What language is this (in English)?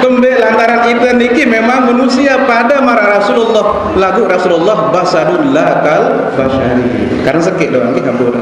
Sasak